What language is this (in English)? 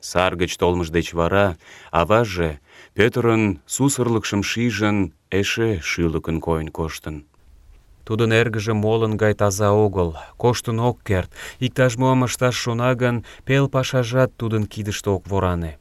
Mari